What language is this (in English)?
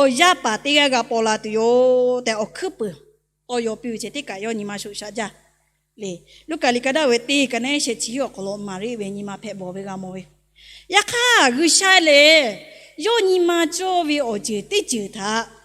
Lahu